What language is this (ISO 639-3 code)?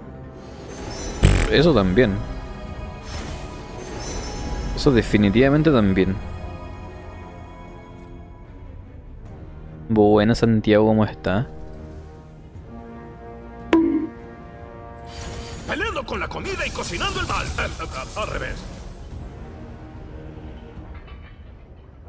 spa